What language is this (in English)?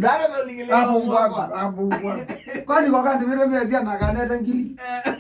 Kamba